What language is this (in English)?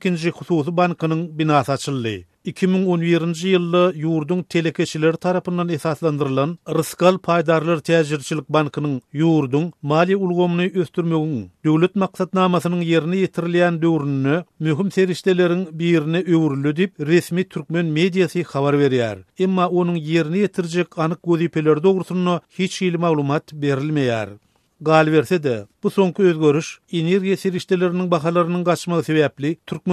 Turkmen